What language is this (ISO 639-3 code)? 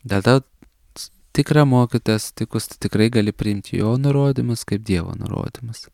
lit